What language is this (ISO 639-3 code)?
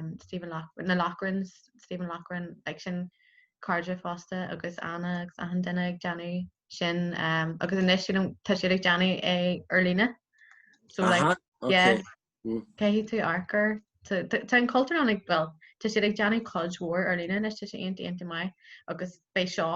gle